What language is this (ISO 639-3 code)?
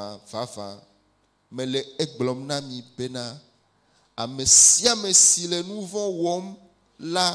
ewe